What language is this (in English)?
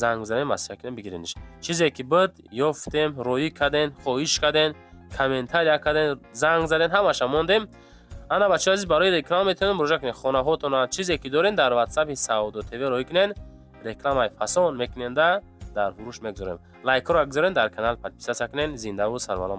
Tajik